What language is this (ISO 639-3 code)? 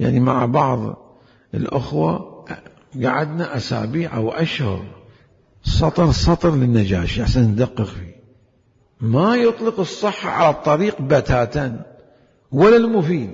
acm